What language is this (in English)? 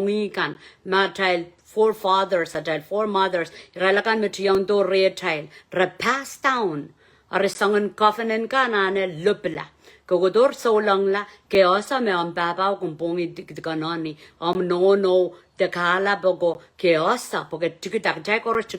Pohnpeian